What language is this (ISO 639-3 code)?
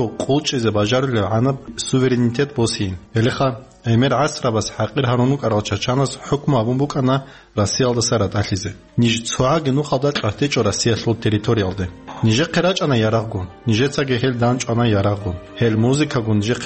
ava